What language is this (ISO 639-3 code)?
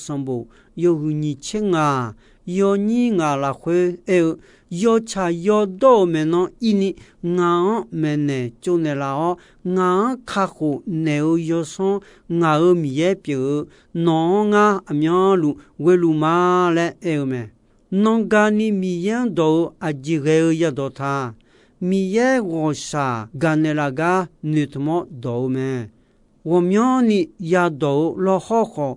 ahk